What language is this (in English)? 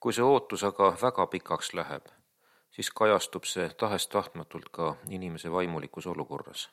Estonian